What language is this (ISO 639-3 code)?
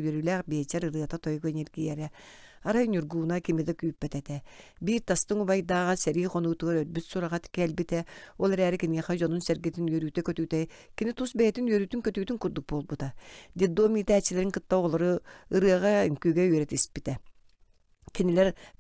sah